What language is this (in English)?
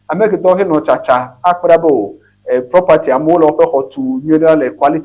Ewe